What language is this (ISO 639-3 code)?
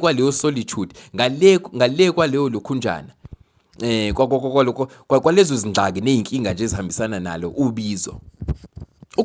zul